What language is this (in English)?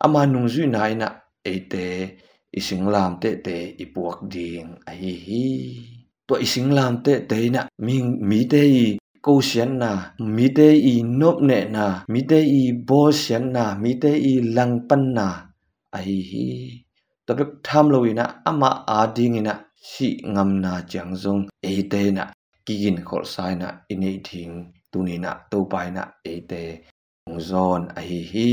Tedim Chin